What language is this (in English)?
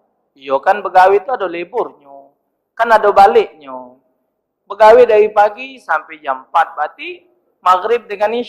Musi